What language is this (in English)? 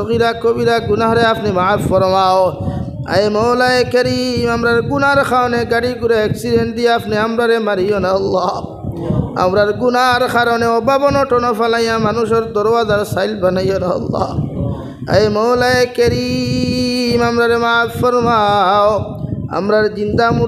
Sylheti